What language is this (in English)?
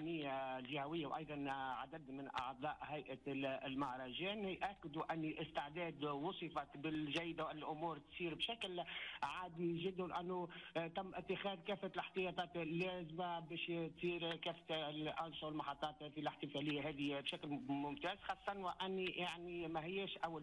Tunisian Arabic